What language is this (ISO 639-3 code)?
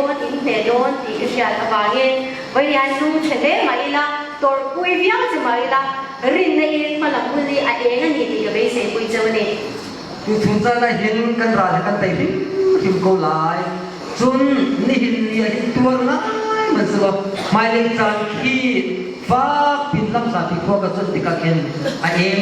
cnh